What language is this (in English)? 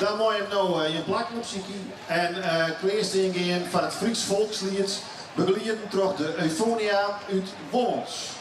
Western Frisian